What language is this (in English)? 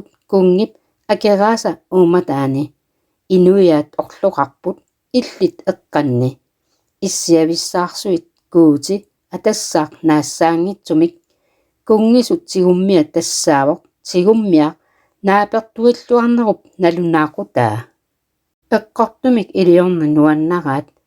Kalaallisut